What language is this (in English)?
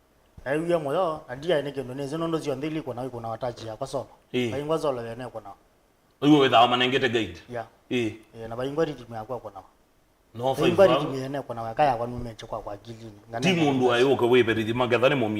Kamba